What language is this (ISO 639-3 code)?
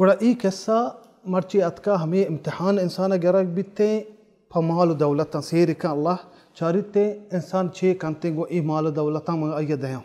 bal